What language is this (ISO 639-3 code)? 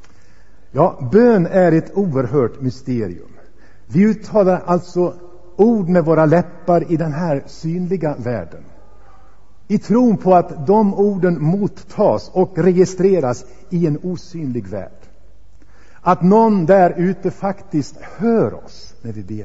swe